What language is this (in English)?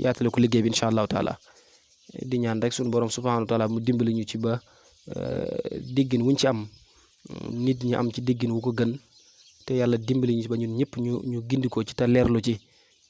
Wolof